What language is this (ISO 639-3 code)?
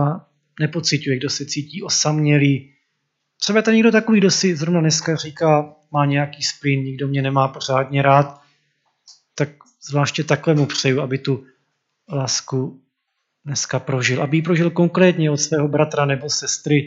ces